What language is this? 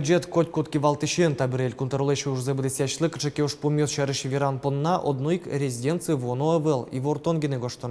Udmurt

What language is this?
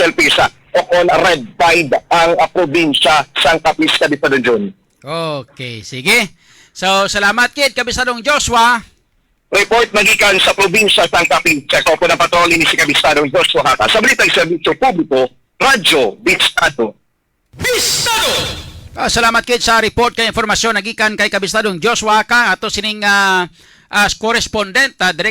Hiligaynon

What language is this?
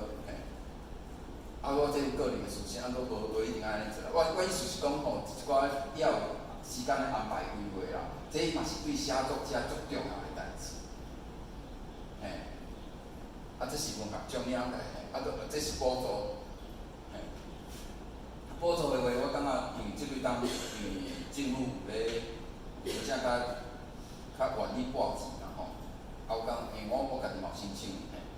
Min Nan Chinese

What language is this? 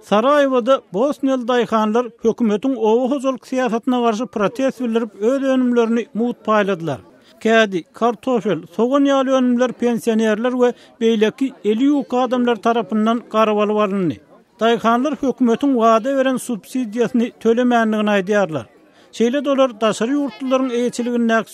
Turkmen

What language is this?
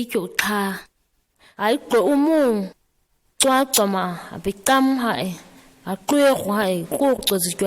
ǁGana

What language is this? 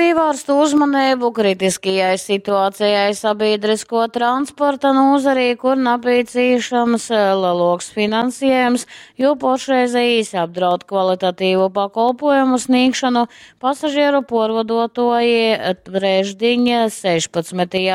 Latgalian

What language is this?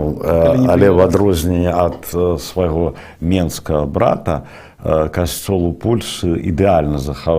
Belarusian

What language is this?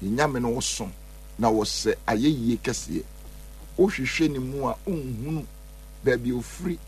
Akan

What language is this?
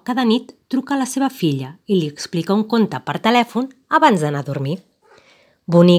Catalan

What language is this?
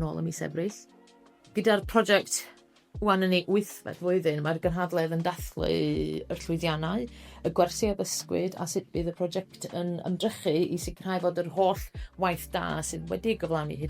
Welsh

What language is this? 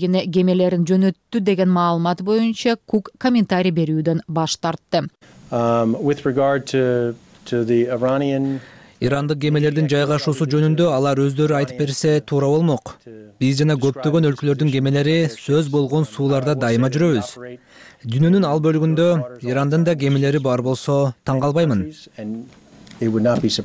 Kyrgyz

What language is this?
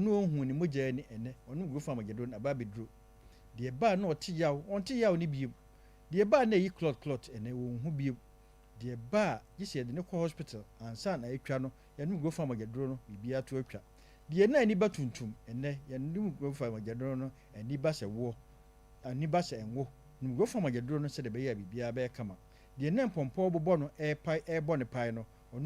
Akan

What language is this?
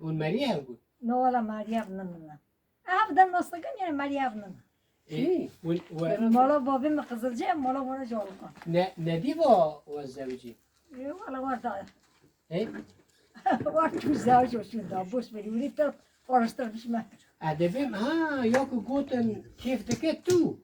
Kurdish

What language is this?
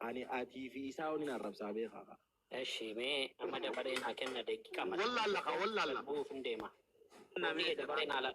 Oromo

